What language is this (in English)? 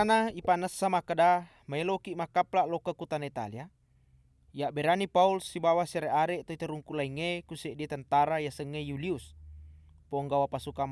Buginese